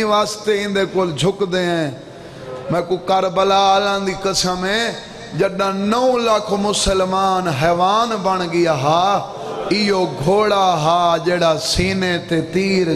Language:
Saraiki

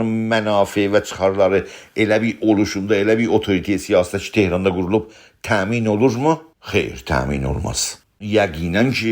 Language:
South Azerbaijani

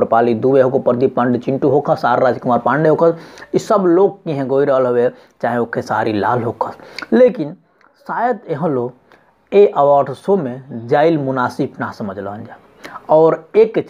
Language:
Bhojpuri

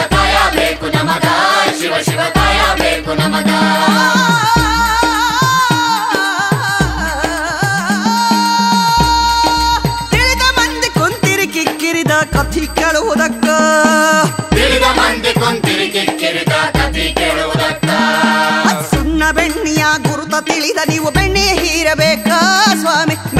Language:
Kannada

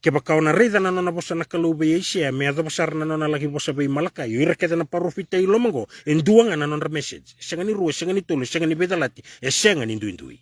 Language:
Fijian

